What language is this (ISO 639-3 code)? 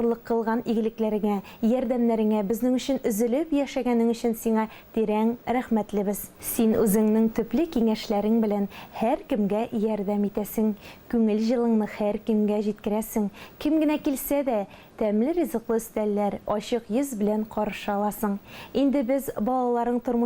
tat